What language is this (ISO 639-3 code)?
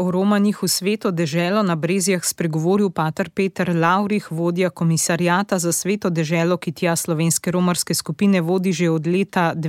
slv